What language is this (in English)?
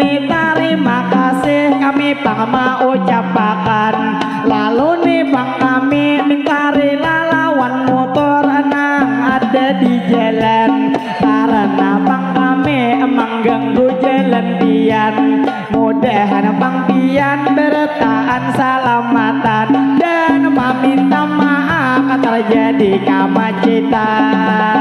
Banjar